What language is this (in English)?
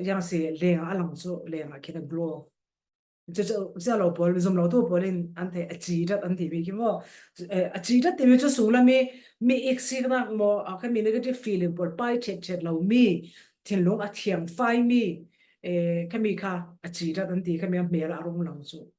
Falam Chin